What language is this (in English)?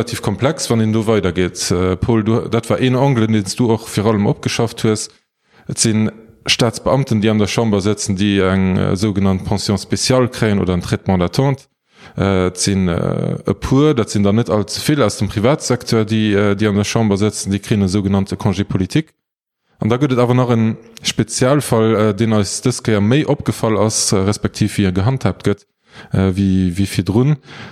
Luxembourgish